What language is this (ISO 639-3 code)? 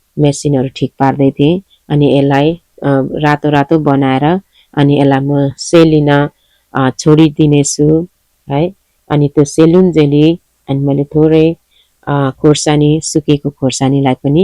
nep